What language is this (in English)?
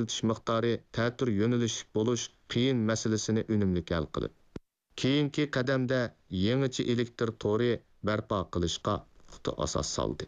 Uyghur